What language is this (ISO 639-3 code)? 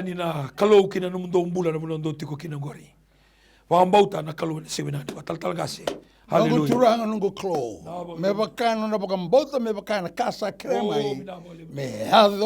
fij